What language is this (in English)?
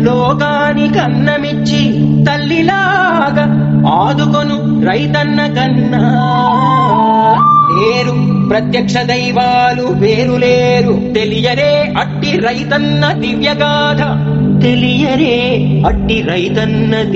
Telugu